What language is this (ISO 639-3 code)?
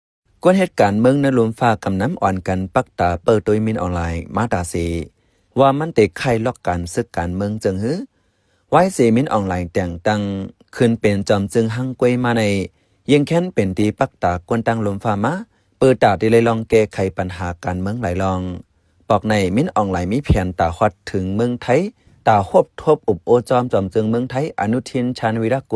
shn